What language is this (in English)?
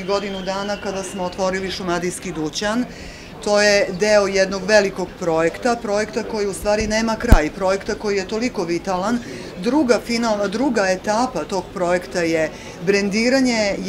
Serbian